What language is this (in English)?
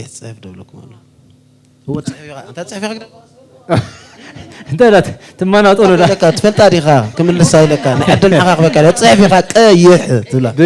Tigrinya